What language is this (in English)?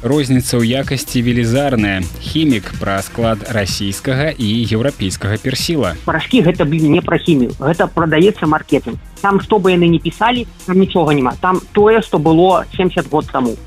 Belarusian